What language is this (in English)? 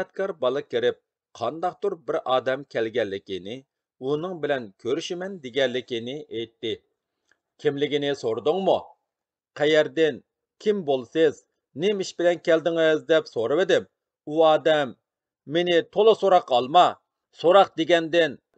Uyghur